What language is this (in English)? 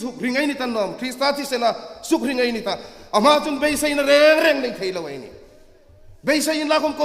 Hmar